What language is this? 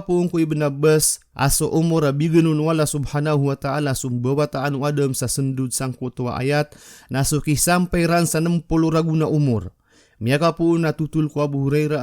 Maranao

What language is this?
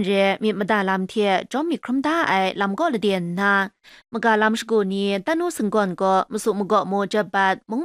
Kachin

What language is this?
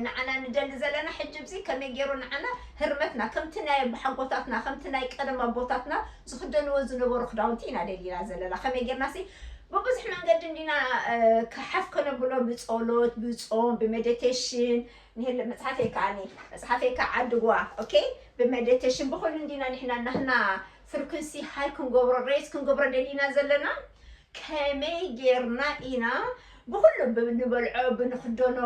Tigrinya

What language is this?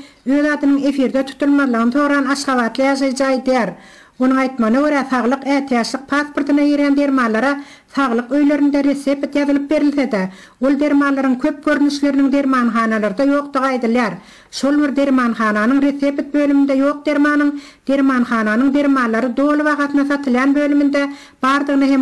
Turkmen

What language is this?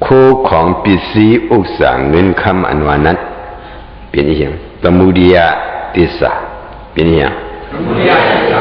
Shan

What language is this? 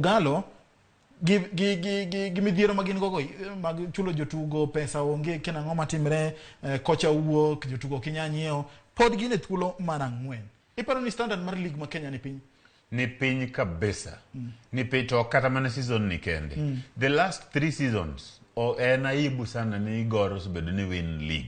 Luo (Kenya and Tanzania)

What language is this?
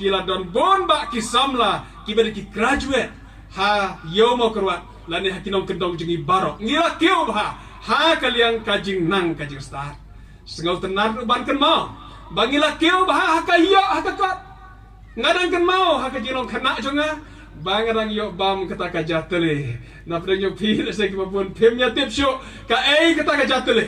Khasi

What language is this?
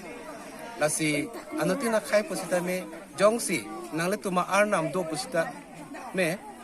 Karbi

